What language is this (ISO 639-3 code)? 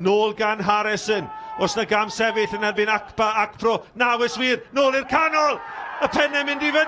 cym